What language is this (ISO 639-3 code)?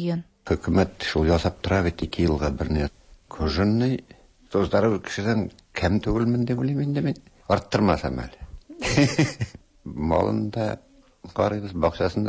tat